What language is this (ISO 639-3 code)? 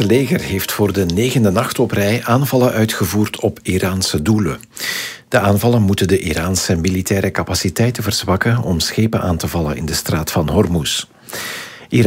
nld